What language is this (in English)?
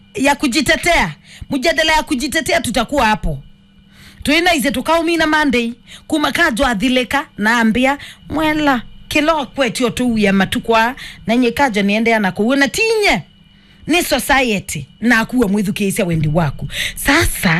Kamba